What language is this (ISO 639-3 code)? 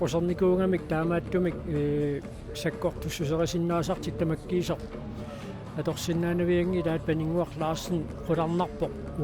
kal